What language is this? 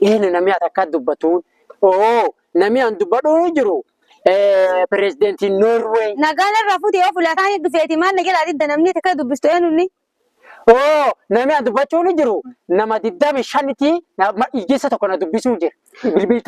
Oromo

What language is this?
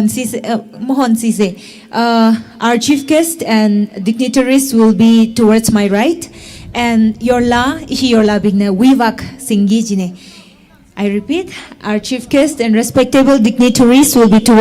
Tangkhul Naga (India)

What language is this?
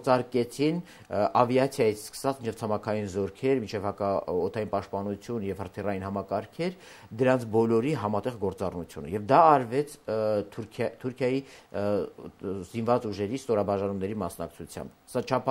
Armenian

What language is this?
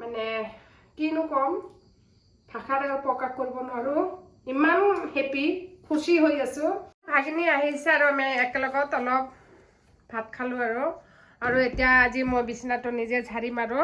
Assamese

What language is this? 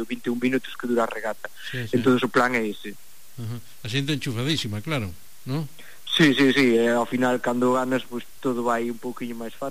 Galician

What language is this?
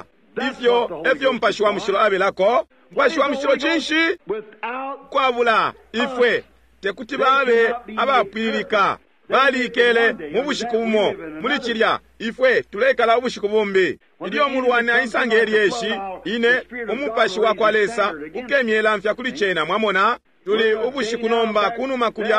Bemba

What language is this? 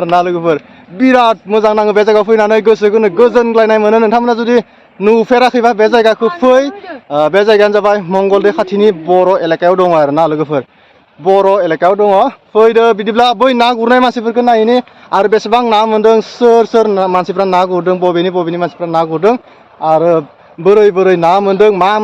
Bodo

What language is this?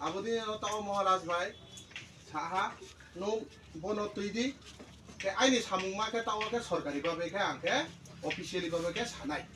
Riang (India)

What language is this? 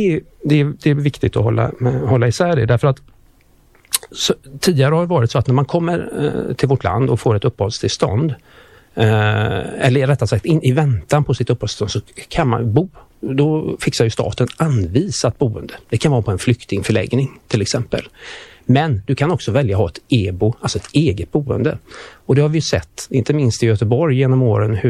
Swedish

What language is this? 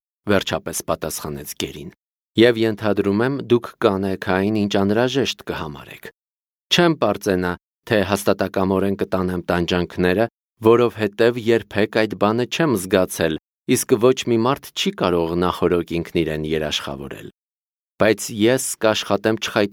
Armenian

